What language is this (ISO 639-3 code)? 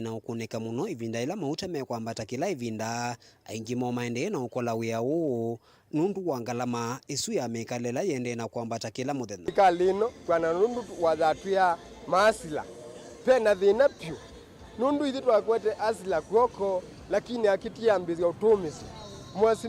kam